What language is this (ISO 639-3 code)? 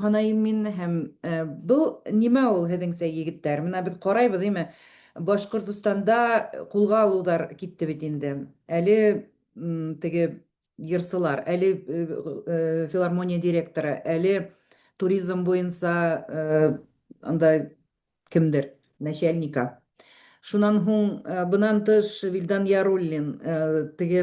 bak